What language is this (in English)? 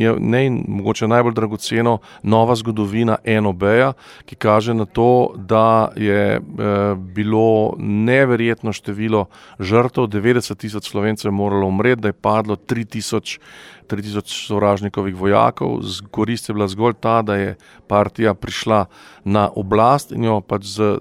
Slovenian